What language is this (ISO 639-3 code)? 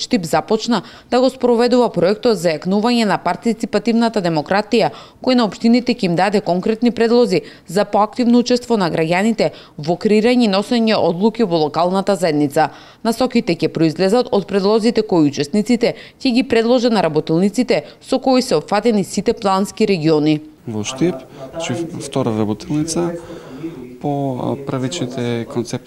mkd